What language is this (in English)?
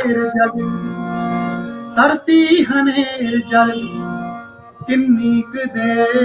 Punjabi